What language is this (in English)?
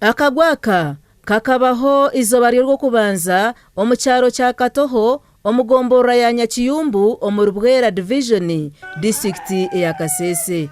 Nyankole